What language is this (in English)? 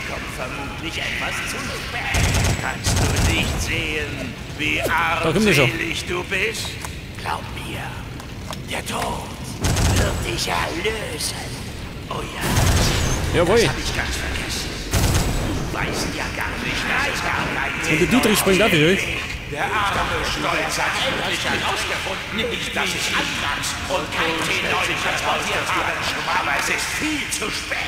Bavarian